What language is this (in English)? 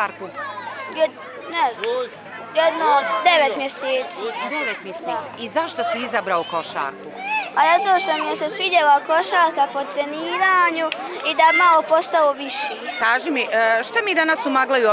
Bosnian